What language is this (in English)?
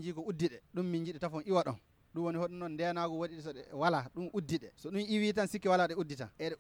Nigerian Fulfulde